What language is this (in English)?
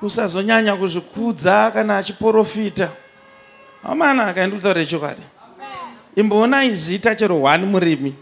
Shona